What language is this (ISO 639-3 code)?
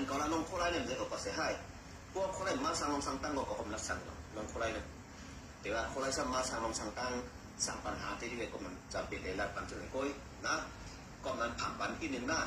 shn